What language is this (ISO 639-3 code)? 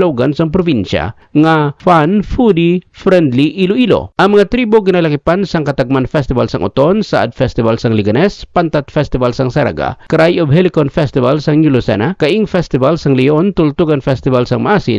hil